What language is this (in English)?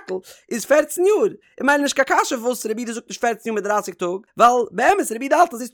Yiddish